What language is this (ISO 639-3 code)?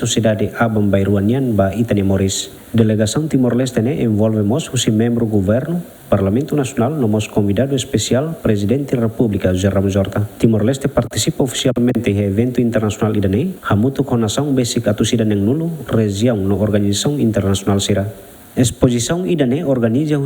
tet